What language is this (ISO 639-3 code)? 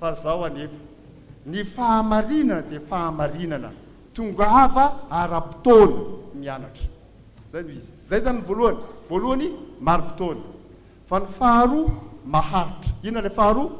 mlg